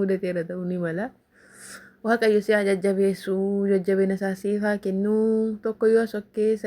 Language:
Oromo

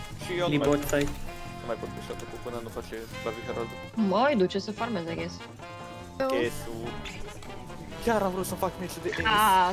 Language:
Romanian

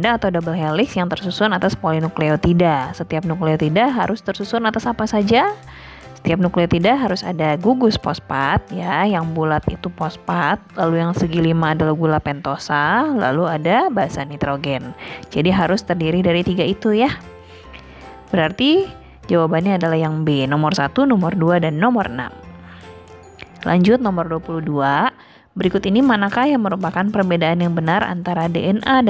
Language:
Indonesian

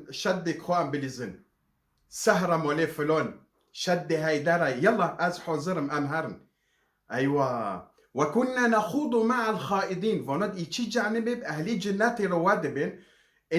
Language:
Kurdish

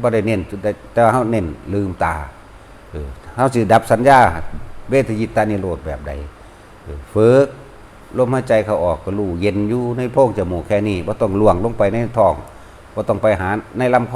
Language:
Northeastern Thai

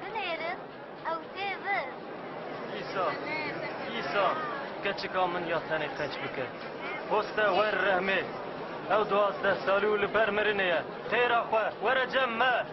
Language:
Kurdish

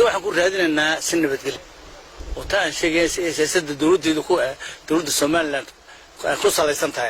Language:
Somali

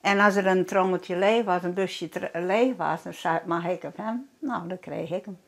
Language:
Western Frisian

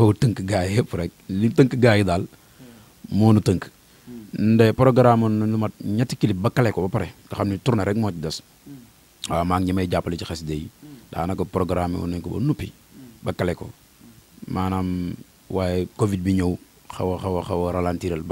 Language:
Wolof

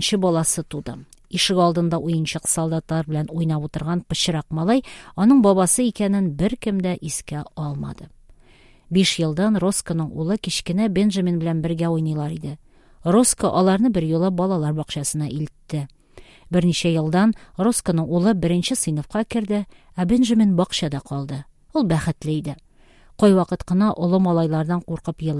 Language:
Tatar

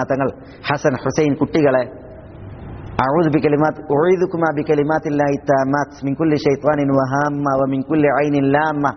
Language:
Malayalam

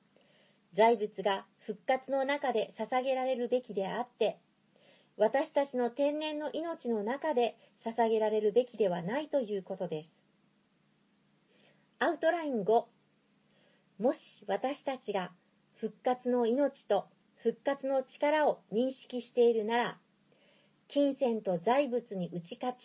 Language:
Japanese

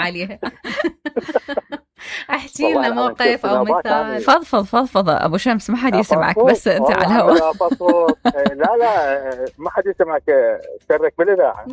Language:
Mesopotamian Arabic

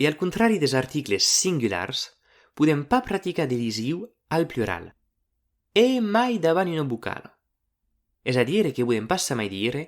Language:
Occitan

